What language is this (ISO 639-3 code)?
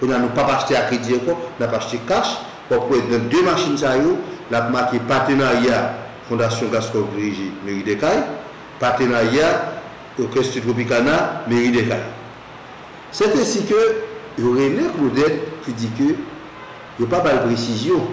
hat